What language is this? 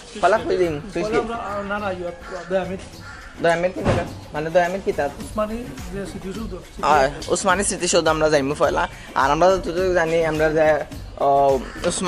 Sylheti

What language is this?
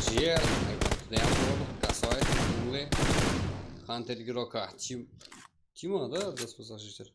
Kara-Kalpak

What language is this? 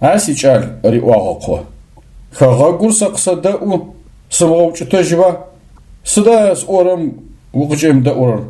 Adyghe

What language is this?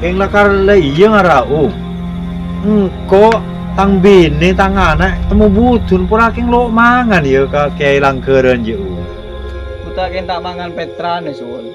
Madurese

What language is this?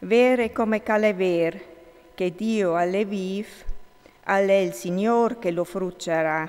Friulian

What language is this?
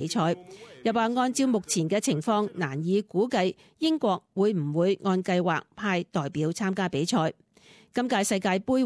Cantonese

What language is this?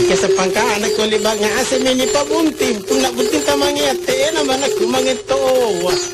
Makasar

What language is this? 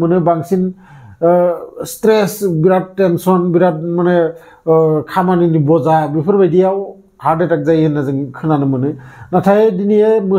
Bodo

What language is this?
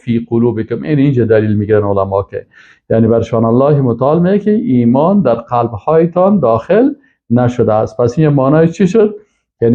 Persian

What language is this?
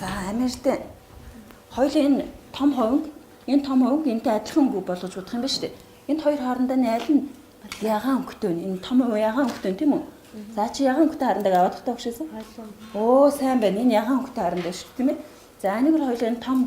Mongolian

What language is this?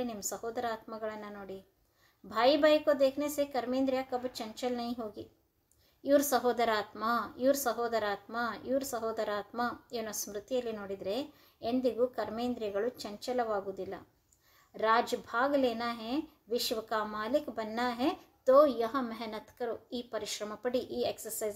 Kannada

